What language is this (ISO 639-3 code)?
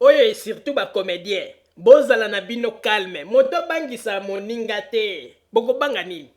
lin